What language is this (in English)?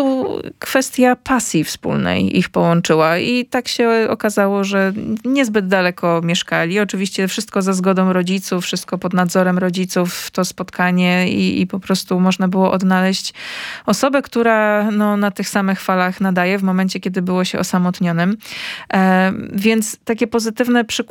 Polish